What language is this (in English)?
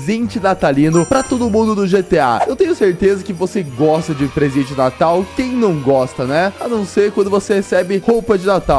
Portuguese